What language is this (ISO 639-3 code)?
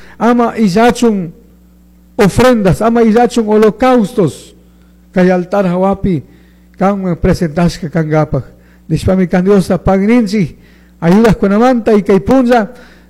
qug